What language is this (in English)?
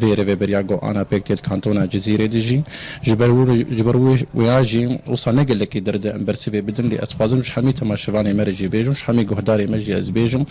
Kurdish